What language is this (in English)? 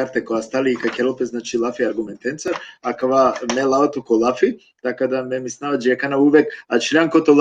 Balkan Romani